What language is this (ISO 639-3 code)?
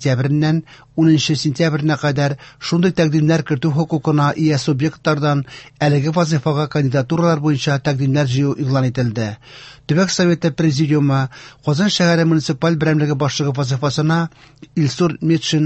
tat